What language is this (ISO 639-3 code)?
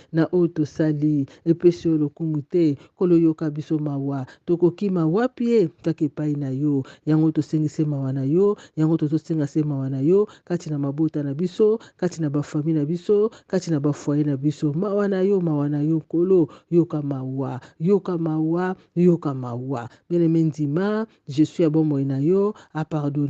lin